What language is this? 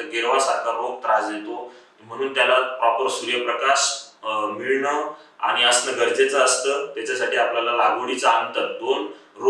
Marathi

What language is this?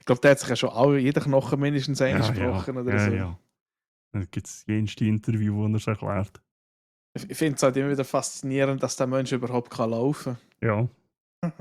Swiss German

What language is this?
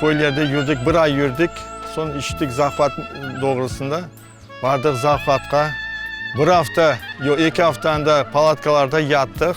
Crimean Tatar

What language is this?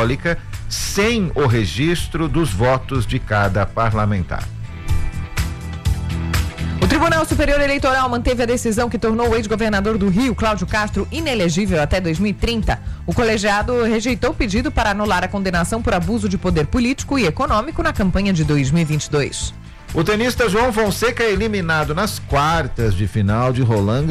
Portuguese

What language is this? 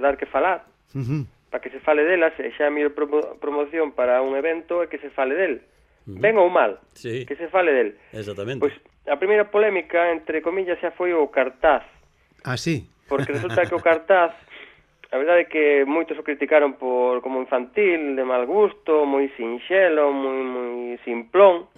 Galician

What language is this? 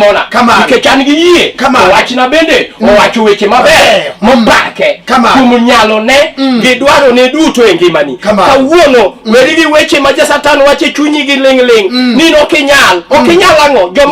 Luo (Kenya and Tanzania)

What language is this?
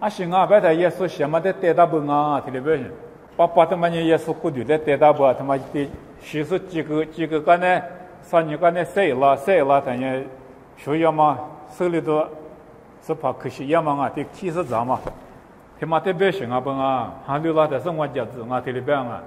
Lisu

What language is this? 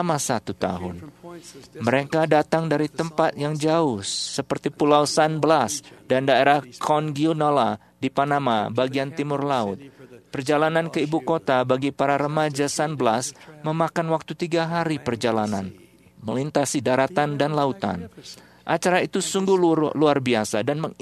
Indonesian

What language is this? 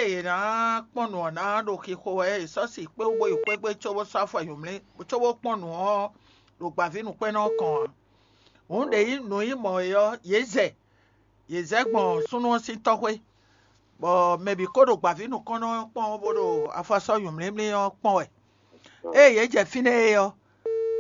Fon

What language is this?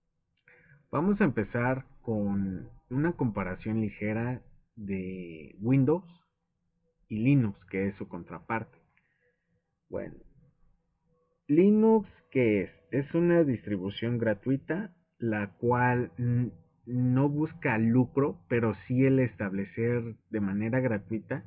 Spanish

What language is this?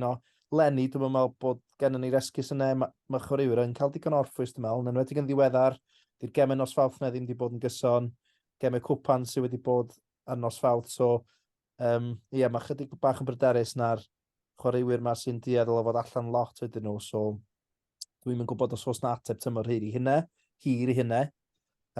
Welsh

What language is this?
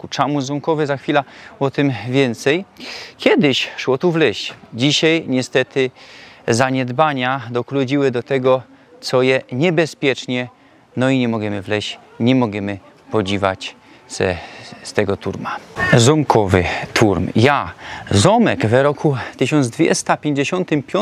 Silesian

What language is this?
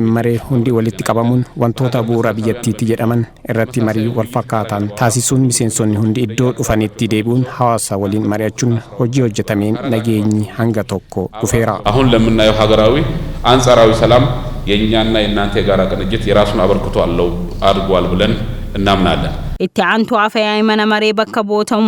Oromo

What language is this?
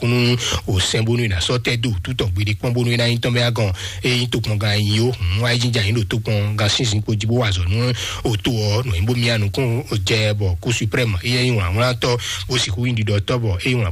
Fon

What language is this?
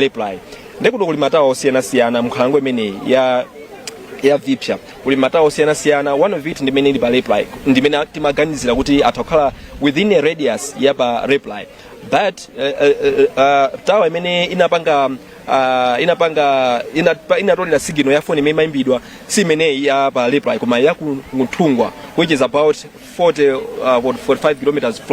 Nyanja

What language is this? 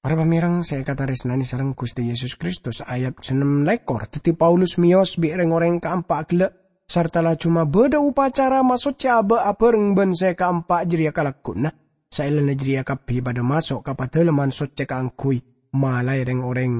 Madurese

